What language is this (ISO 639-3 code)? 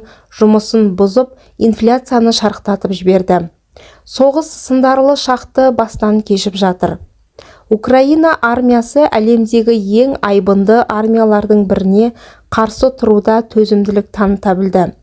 kaz